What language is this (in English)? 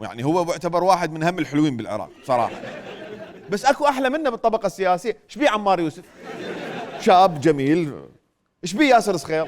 Mesopotamian Arabic